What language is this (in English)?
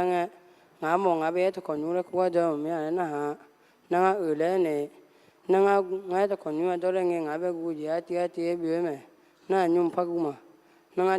Akha